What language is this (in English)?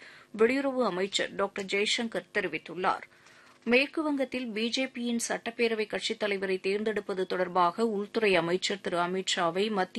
Tamil